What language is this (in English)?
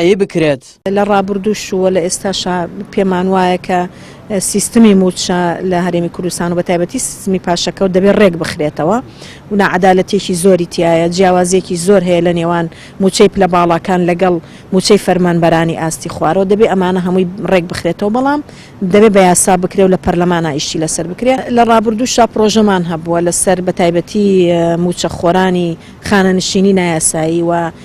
Central Kurdish